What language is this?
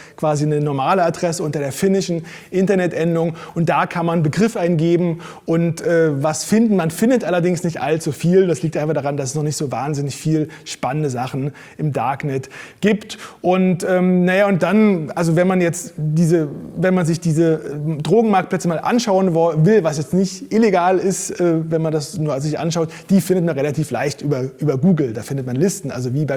German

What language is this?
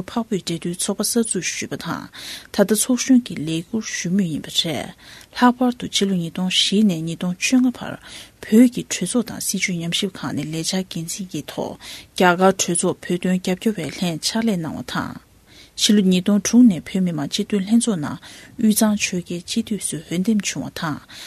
Tibetan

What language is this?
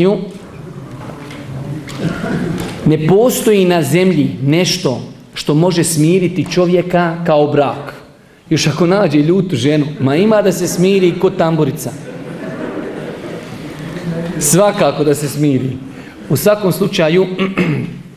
Bosnian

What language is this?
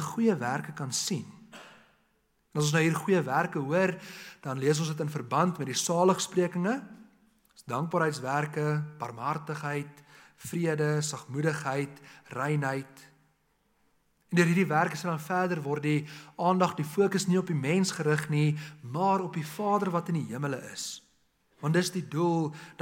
Afrikaans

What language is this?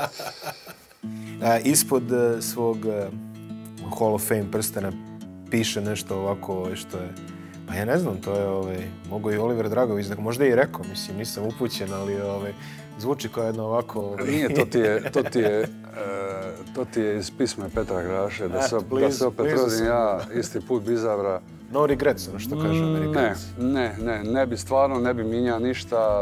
Croatian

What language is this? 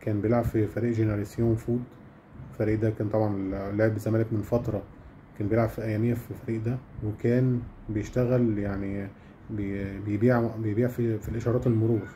Egyptian Arabic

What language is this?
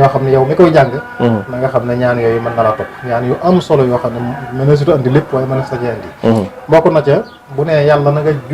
Wolof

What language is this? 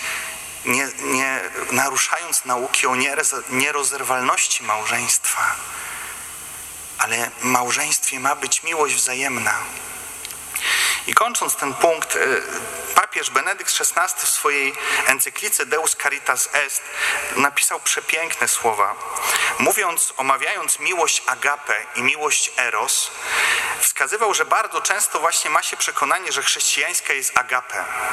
Polish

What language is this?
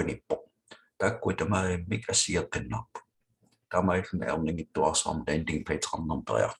Kalaallisut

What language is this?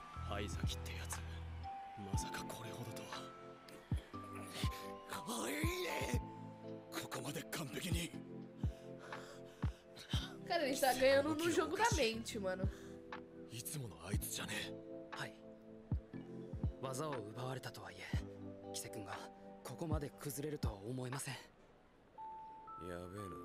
Japanese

